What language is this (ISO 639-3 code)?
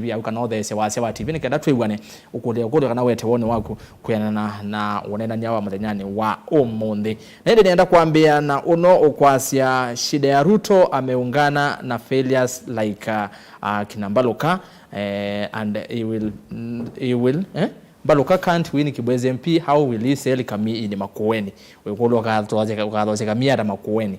kam